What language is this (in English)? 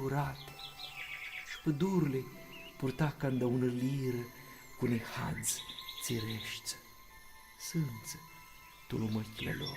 Aromanian